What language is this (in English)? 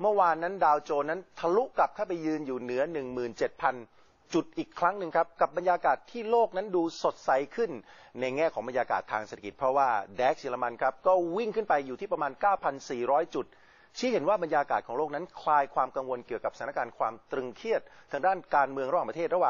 Thai